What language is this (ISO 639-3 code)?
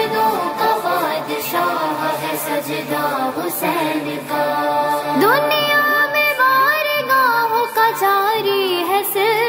urd